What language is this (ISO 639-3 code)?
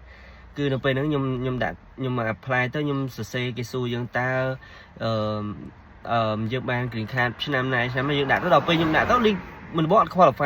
khm